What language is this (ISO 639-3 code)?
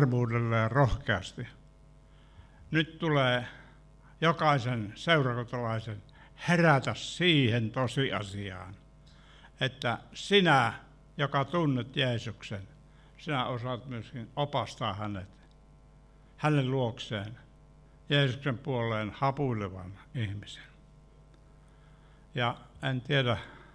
fin